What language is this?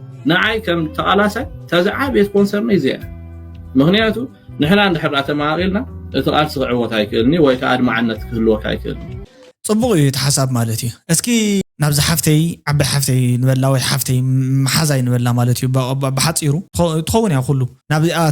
Tigrinya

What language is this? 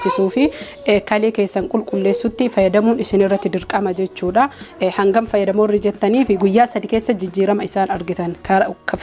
Oromo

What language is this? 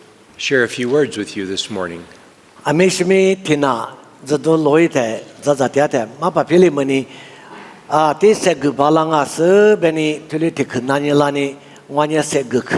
Lisu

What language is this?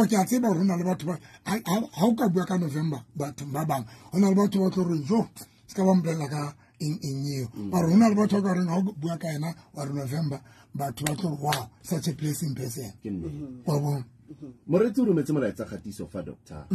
Southern Sotho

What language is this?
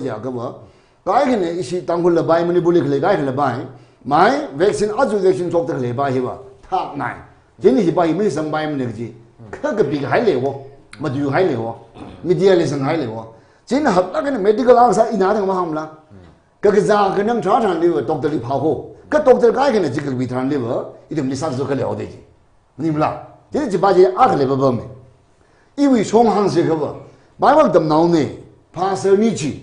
Tangkhul Naga (India)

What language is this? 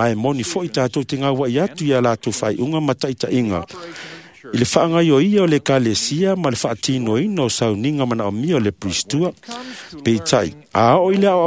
Samoan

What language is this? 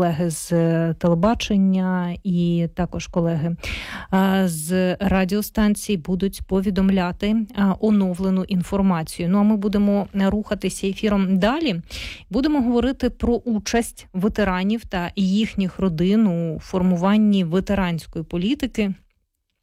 Ukrainian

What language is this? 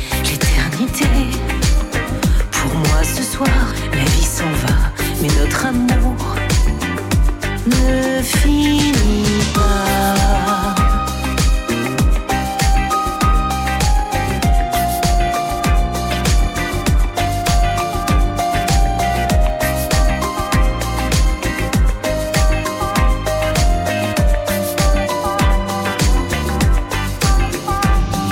French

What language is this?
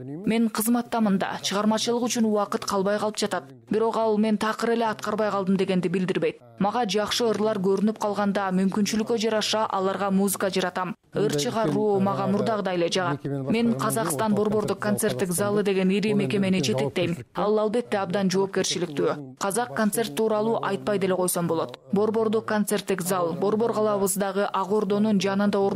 Kyrgyz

